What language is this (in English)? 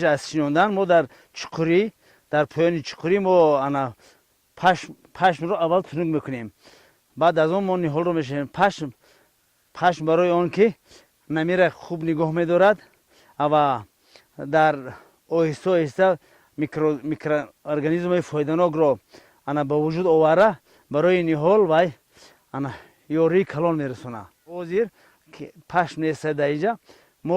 Tajik